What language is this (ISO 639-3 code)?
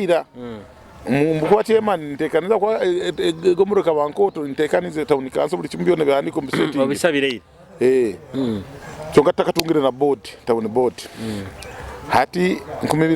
nyo